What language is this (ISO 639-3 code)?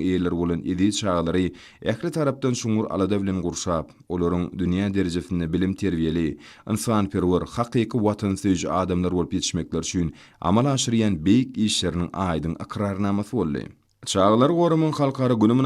tuk